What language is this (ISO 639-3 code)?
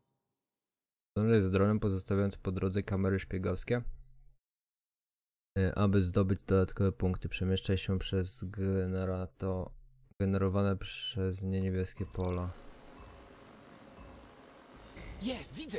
pol